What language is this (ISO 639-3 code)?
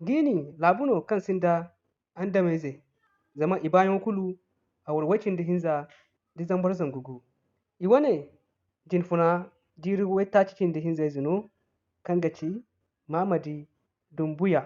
dje